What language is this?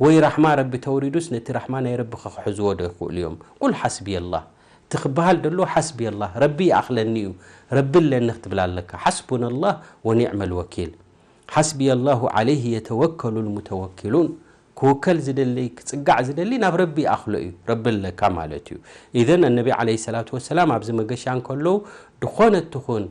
Tigrinya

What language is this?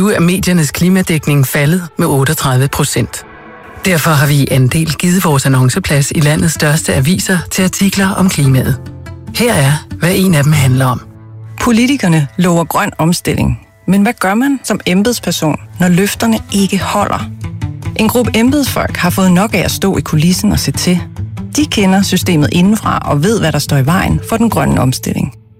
Danish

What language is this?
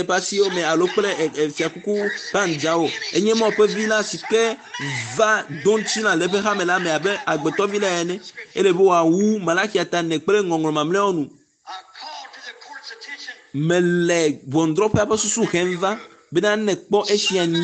Ewe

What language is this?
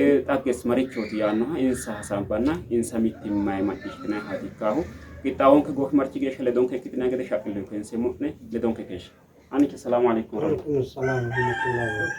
Sidamo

